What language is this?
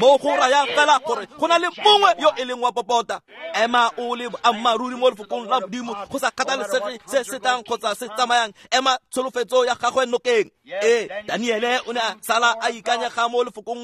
Tswana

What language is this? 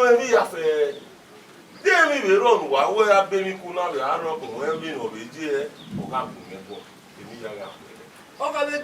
Bini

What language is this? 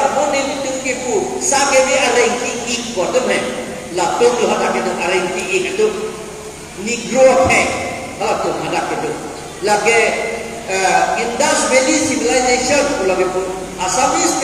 Karbi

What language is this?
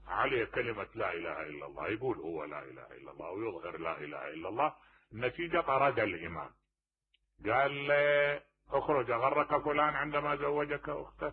Mesopotamian Arabic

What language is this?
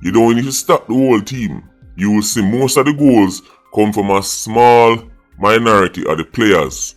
Jamaican Creole English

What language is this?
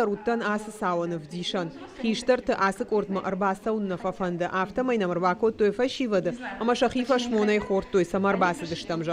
Ossetic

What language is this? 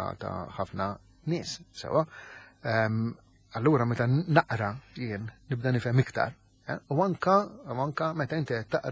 Maltese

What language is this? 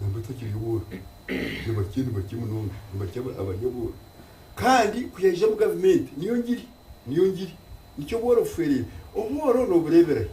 Nyankole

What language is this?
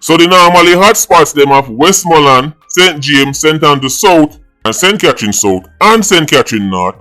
Jamaican Creole English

